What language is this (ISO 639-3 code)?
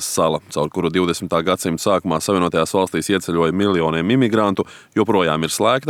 lav